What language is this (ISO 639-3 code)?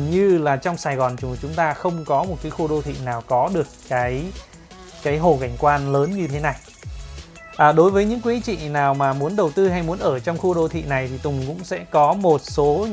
vie